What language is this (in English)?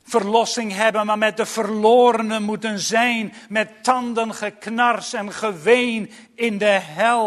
Dutch